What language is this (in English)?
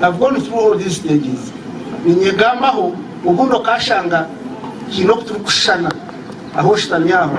Nyankole